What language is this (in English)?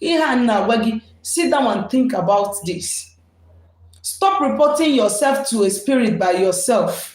Igbo